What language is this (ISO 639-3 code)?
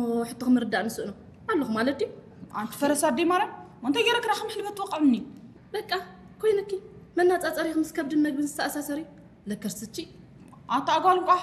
tir